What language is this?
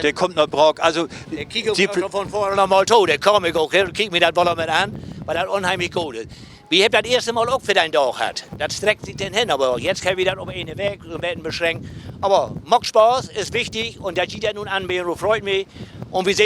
Low German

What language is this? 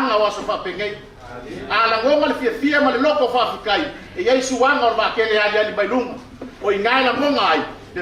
Tongan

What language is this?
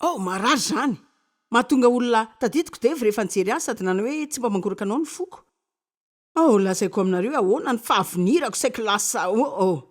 Malagasy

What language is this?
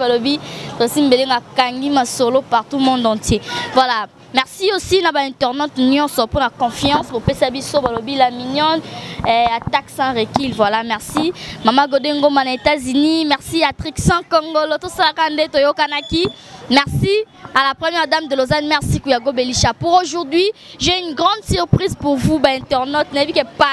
Lingala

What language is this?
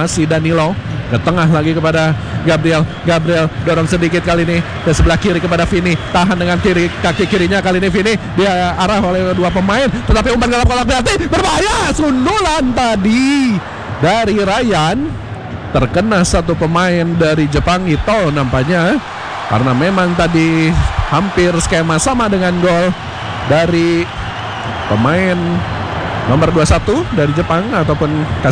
Indonesian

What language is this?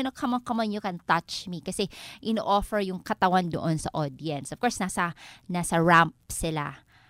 Filipino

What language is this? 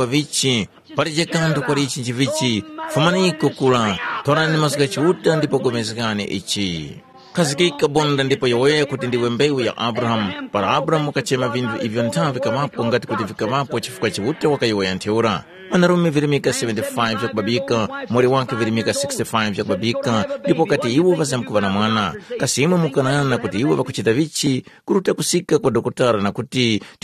Tumbuka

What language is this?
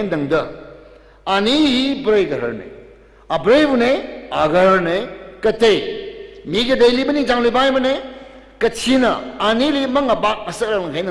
Tangkhul Naga (India)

